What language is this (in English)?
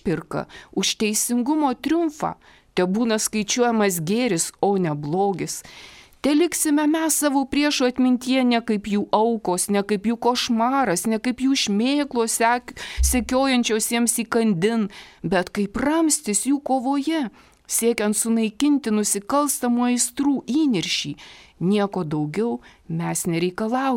Lithuanian